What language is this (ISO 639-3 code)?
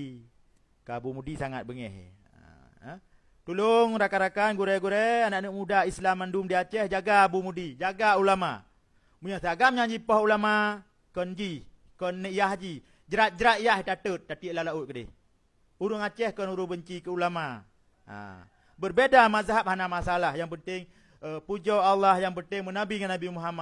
ace